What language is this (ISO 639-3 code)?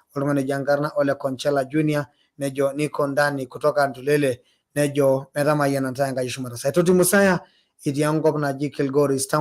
mas